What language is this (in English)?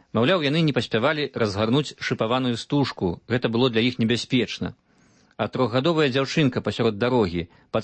Belarusian